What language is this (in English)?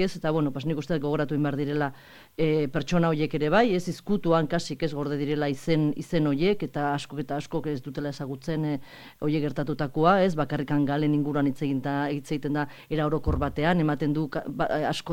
Basque